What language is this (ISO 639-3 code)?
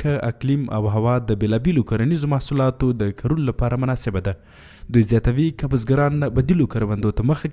pus